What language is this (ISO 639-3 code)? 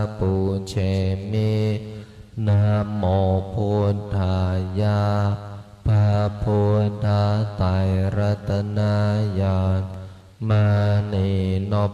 pli